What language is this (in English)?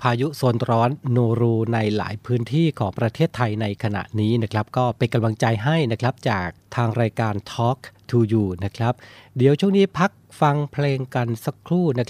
Thai